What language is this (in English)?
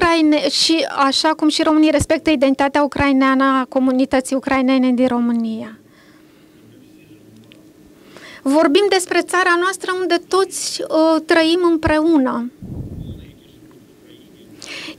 Romanian